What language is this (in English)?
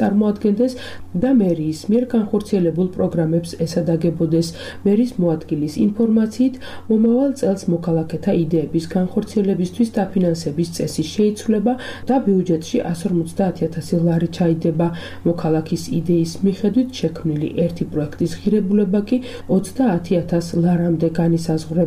Georgian